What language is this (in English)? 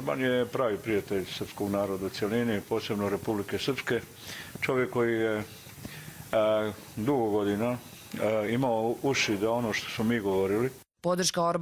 Croatian